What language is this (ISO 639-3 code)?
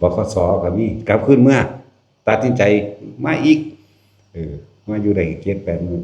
tts